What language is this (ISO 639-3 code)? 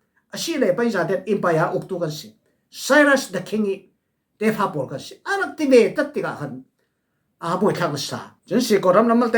cfm